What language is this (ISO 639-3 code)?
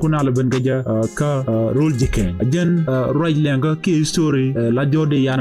nus